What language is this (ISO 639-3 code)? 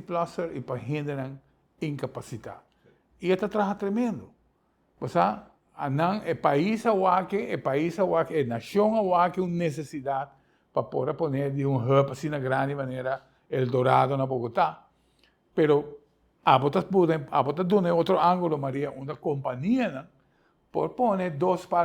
pap